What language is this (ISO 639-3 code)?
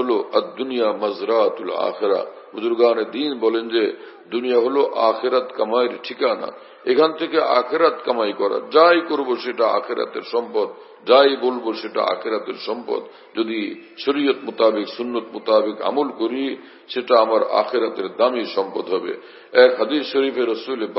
ben